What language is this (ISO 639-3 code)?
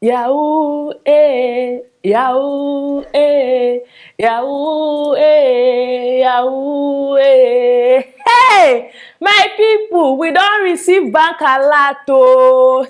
pcm